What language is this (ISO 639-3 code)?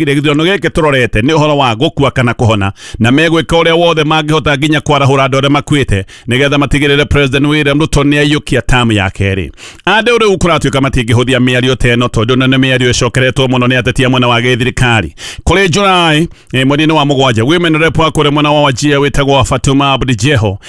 kik